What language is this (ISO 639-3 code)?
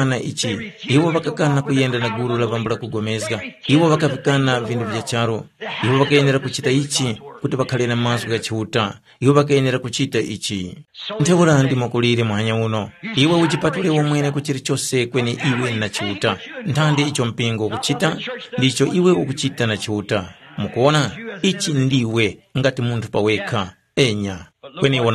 tum